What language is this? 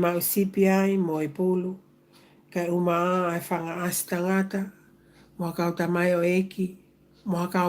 Tongan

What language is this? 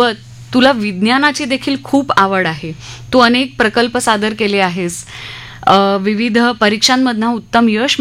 Marathi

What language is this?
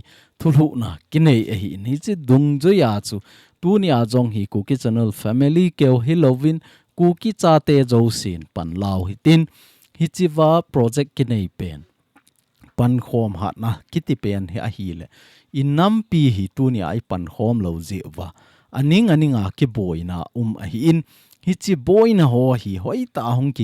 Thado Chin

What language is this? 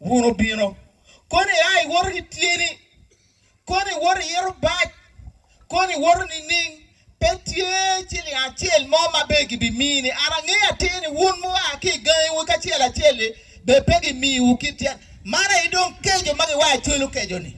Acoli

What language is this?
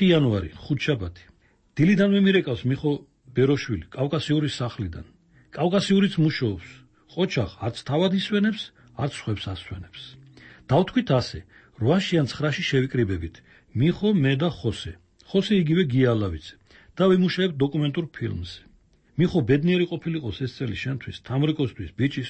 Georgian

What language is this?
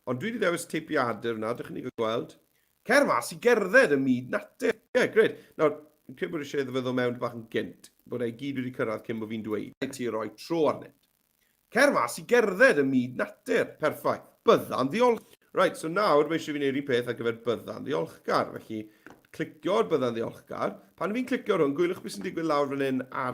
Welsh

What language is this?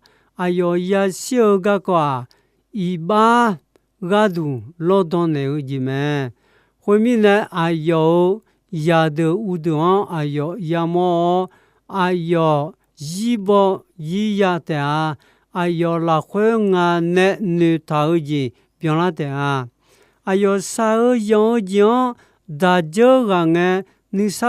Akha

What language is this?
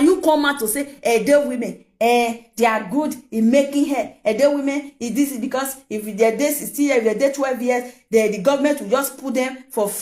Nigerian Pidgin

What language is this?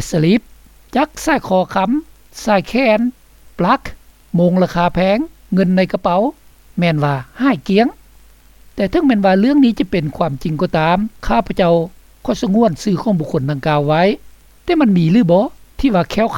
Lao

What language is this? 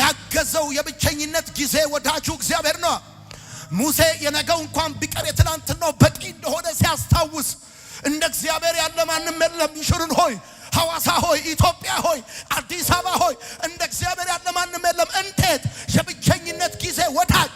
Amharic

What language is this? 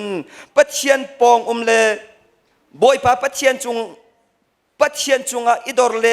Hakha Chin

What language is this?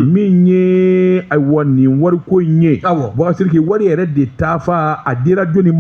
Bambara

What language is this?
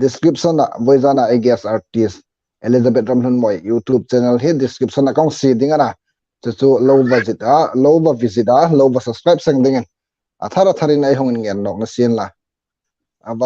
Hmar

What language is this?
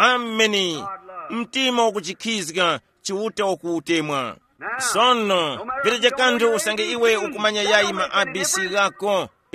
Tumbuka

